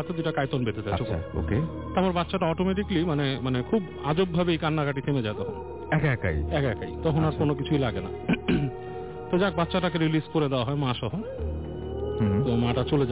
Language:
Bangla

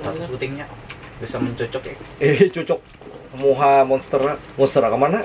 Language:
Banjar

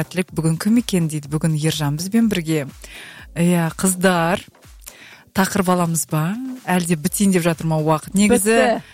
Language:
Kazakh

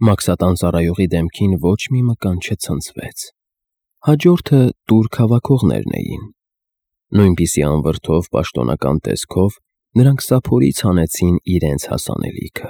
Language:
Armenian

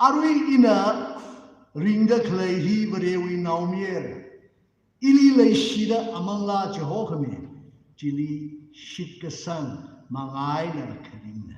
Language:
Tangkhul Naga (India)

